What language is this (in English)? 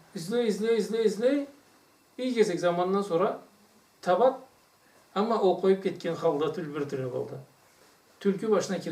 Karachay-Balkar